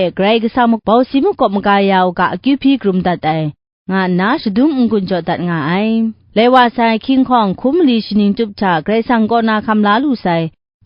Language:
Kachin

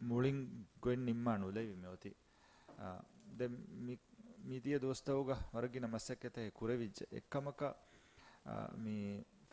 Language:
Divehi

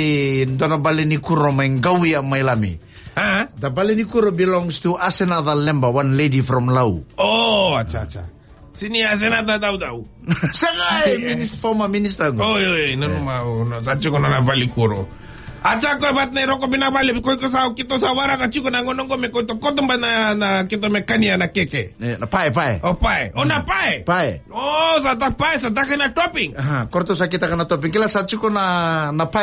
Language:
Fijian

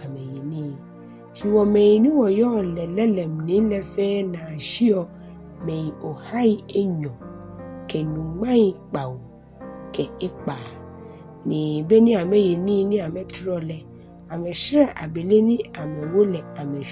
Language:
Ga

